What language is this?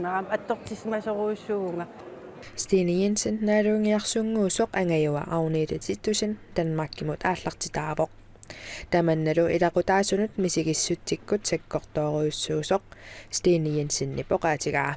Kalaallisut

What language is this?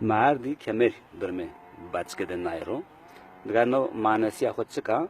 Zaza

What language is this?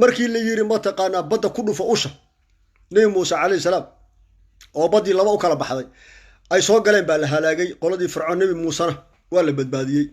Somali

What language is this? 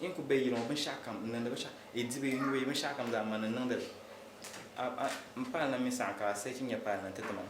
Dagbani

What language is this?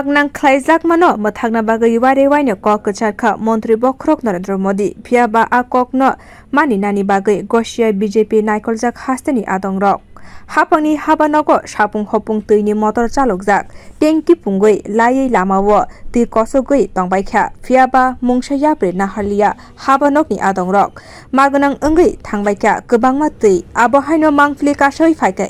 Kok Borok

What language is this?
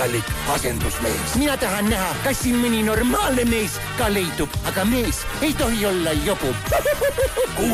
Estonian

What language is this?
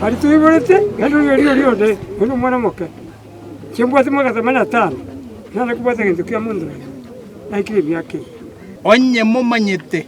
Gusii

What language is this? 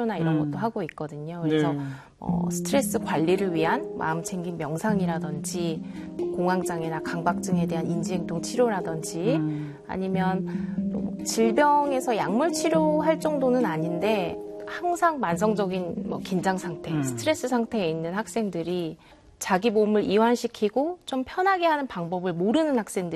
Korean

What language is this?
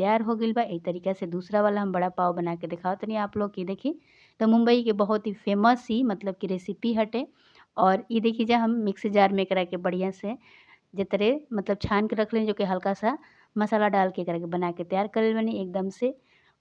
Bhojpuri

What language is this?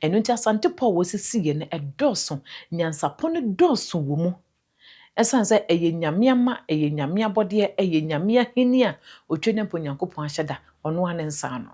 Akan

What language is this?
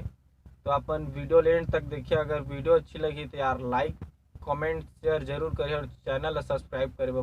Chhattisgarhi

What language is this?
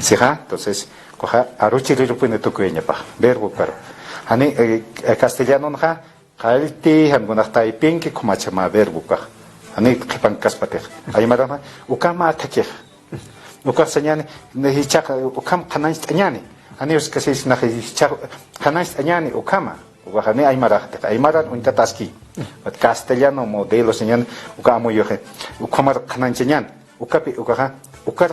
Aymara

